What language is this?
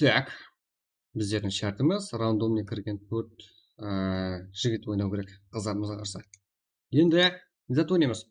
Kara-Kalpak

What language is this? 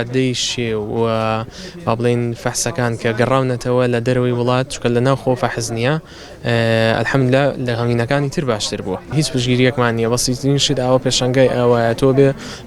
Central Kurdish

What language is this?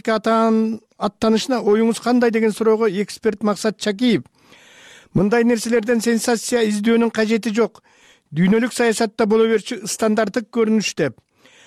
Kyrgyz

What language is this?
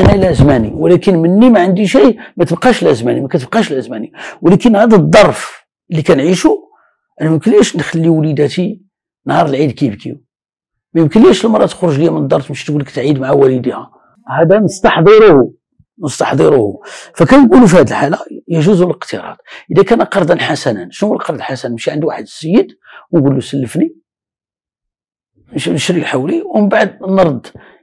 Moroccan Arabic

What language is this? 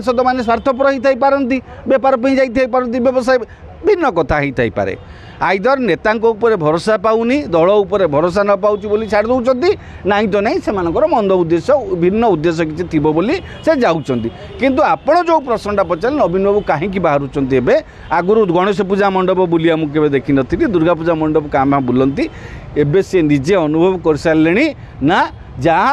Odia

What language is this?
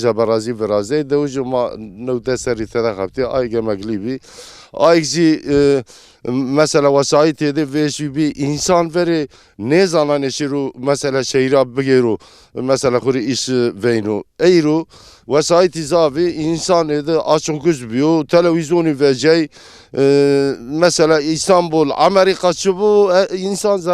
Zaza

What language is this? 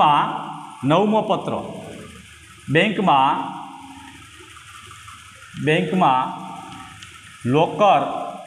Gujarati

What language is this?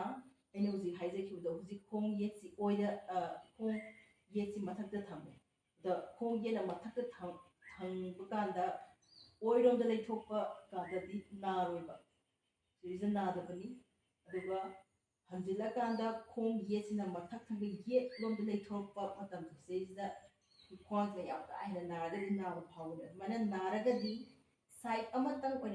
Manipuri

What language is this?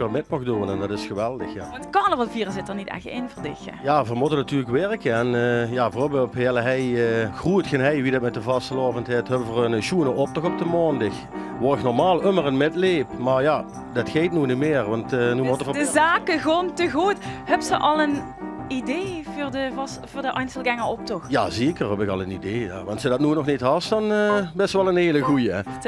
Limburgish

